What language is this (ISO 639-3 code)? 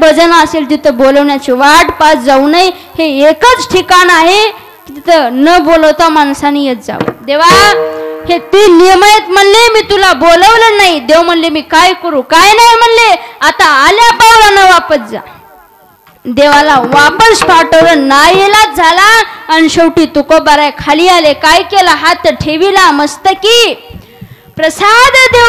mar